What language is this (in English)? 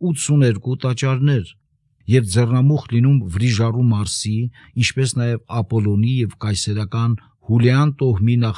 Armenian